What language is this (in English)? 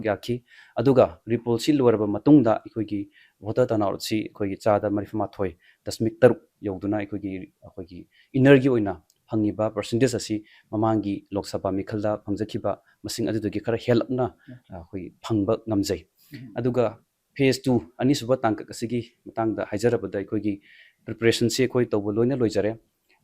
Manipuri